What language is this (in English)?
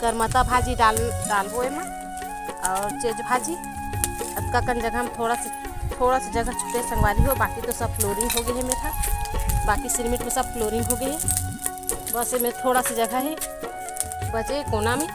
Chhattisgarhi